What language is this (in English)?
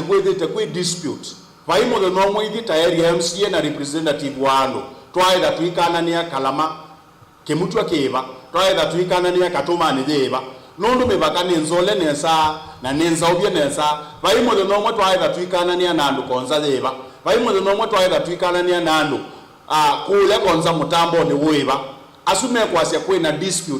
Kamba